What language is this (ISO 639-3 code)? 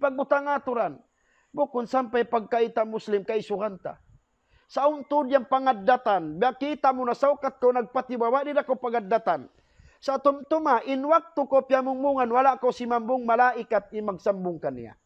tsg